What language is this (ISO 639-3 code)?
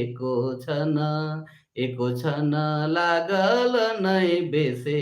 sck